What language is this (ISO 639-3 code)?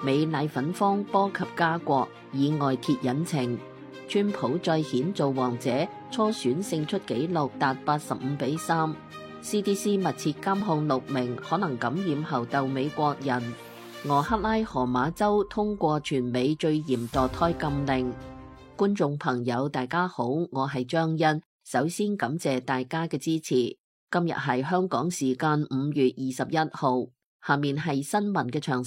yue